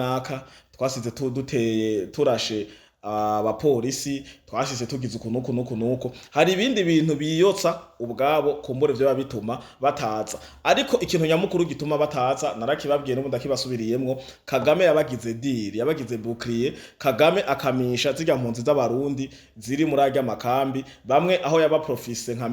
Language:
Rundi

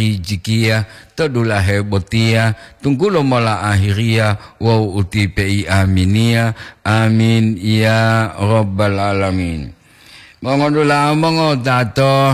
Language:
Gorontalo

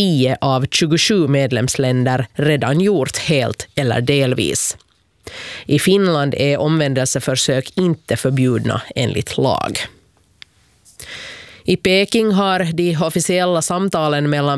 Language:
Swedish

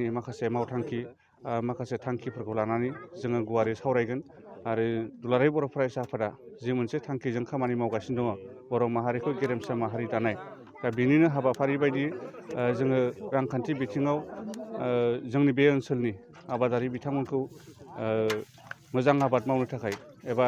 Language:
Bodo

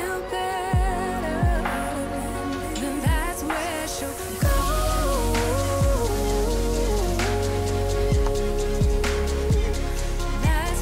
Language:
English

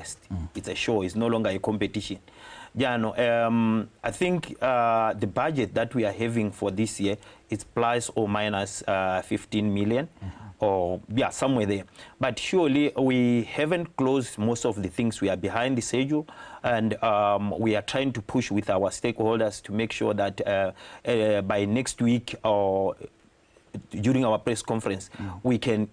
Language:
Tswana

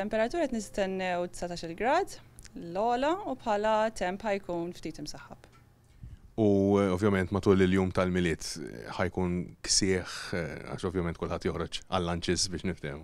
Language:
Maltese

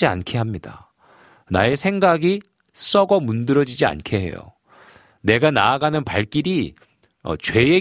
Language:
Korean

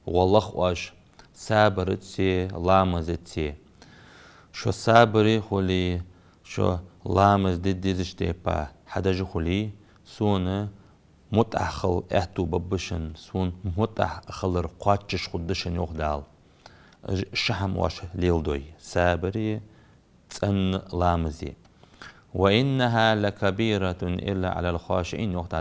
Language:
Ingush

